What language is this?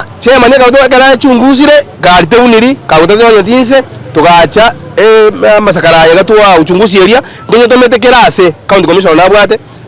Gusii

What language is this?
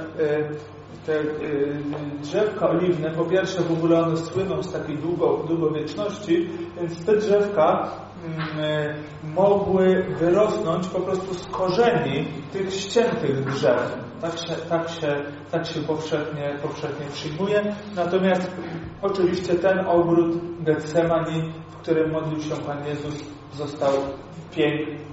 Polish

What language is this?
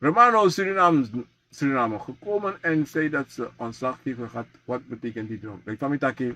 Sranan Tongo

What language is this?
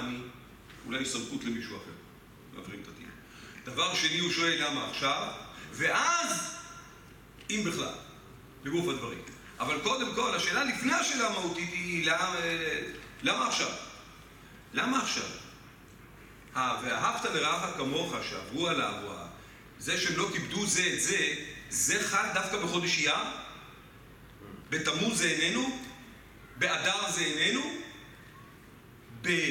Hebrew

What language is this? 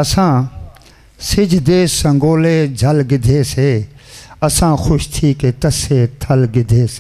Saraiki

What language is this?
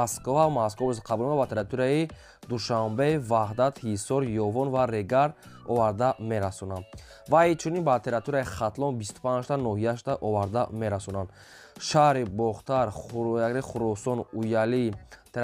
Tajik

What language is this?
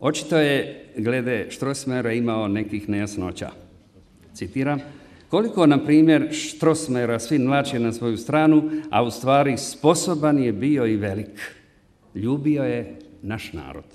Croatian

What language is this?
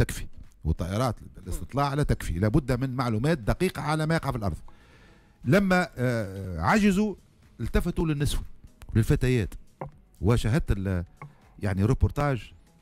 Tunisian Arabic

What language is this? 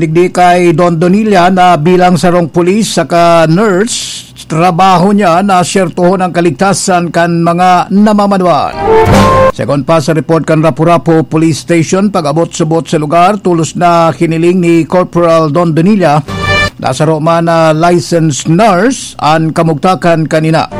Bikol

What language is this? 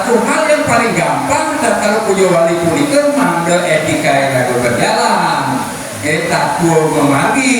Balinese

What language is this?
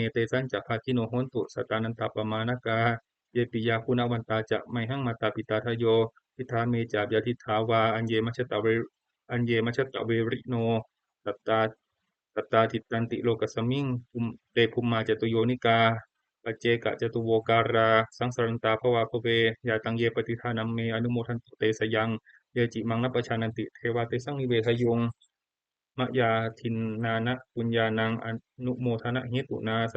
Pali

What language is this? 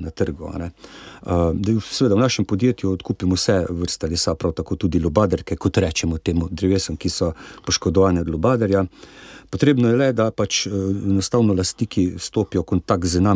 Slovenian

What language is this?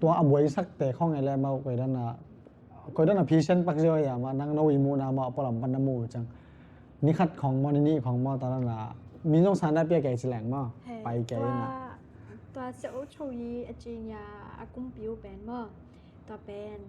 Tedim Chin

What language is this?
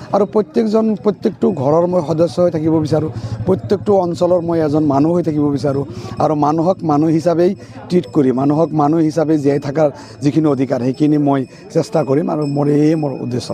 Assamese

